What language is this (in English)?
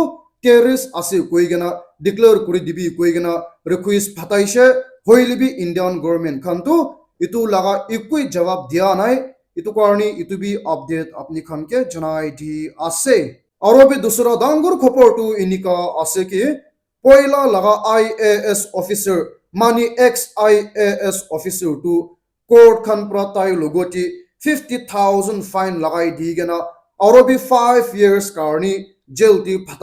Naga Pidgin